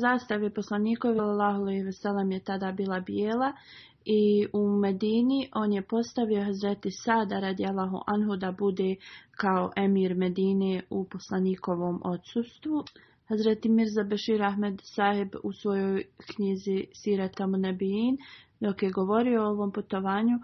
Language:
Bosnian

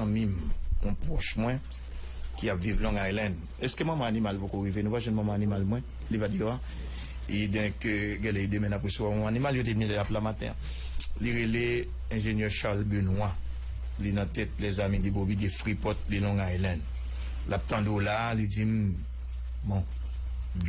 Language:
Haitian Creole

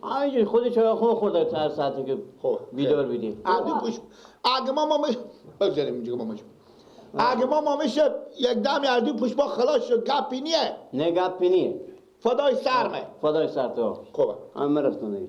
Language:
Persian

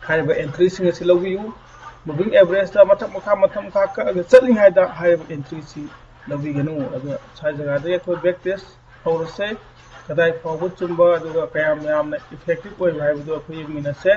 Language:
Manipuri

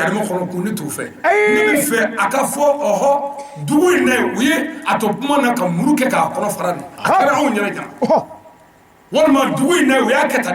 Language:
Bambara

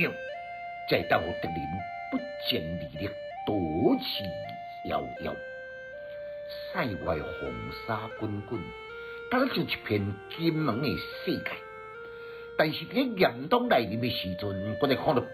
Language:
Min Nan Chinese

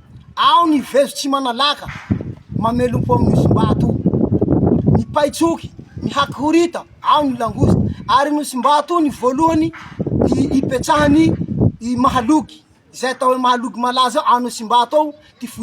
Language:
Malagasy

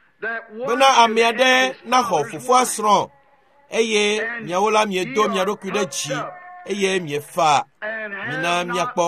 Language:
Ewe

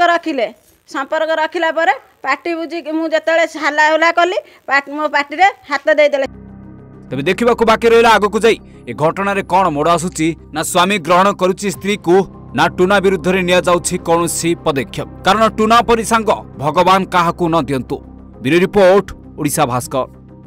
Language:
Odia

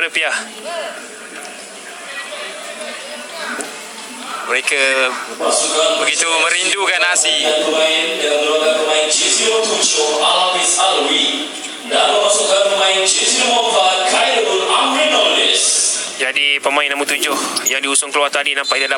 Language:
Malay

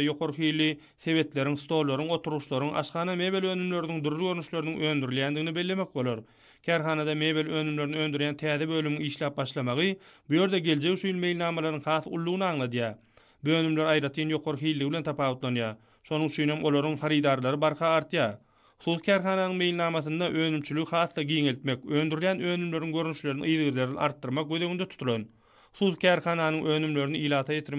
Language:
Turkmen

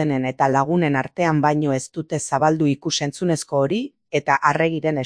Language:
Basque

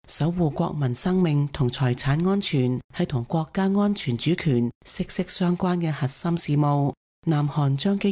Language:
Cantonese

